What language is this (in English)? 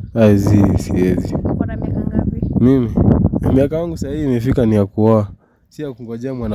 Swahili